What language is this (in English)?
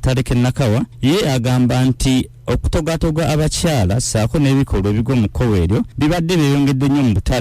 Ganda